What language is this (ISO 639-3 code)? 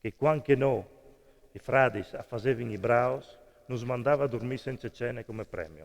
fur